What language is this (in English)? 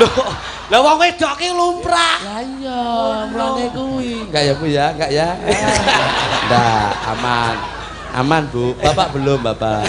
Javanese